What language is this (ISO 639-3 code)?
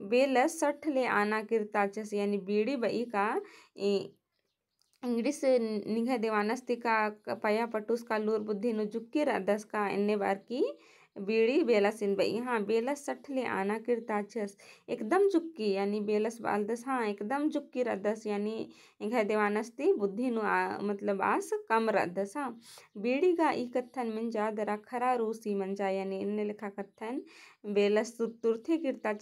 kru